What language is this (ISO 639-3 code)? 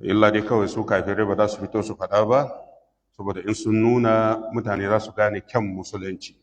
hau